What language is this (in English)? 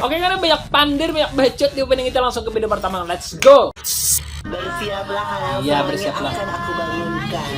Banjar